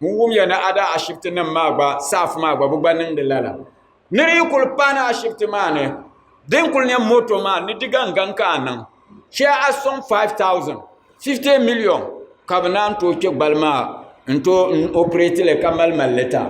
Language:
Dagbani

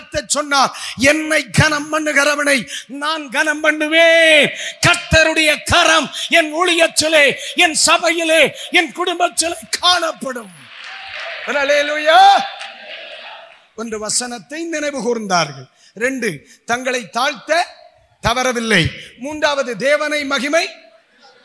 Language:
Tamil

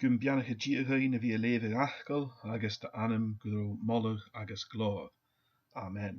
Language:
Scottish Gaelic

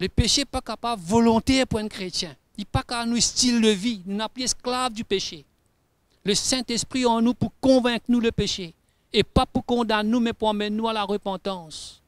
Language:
Morisyen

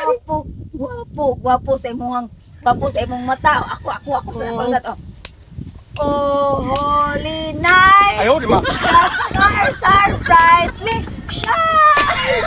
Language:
Cebuano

